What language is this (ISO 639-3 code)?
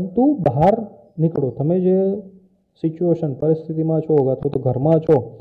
guj